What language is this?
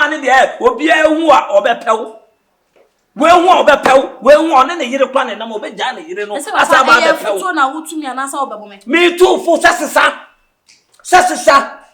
Akan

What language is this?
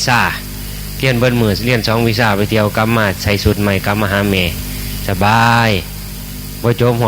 Northeastern Thai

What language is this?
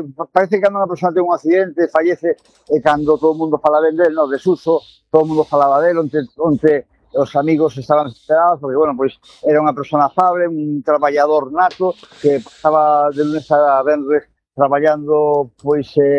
Galician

